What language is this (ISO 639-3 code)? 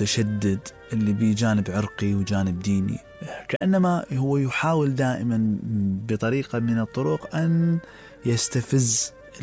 acm